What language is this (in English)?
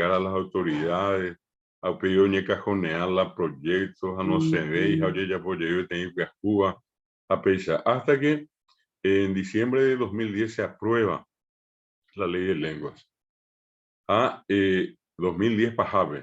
Guarani